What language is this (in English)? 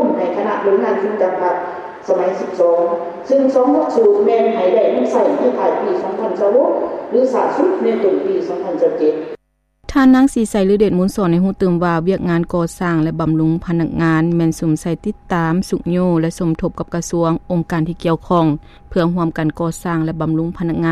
Lao